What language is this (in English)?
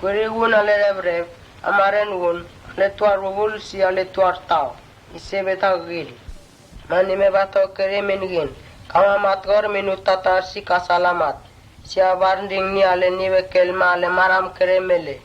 Mota